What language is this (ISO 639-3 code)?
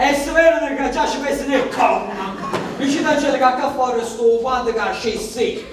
nap